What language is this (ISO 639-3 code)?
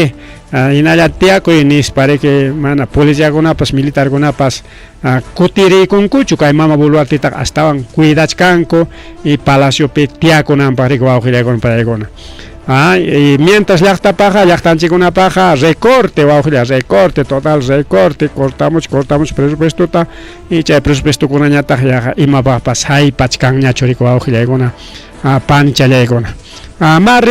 quy